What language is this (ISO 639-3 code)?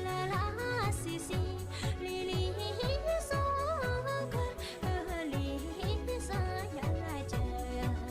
bod